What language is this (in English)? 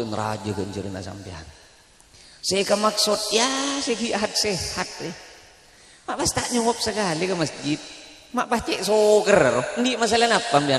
Madurese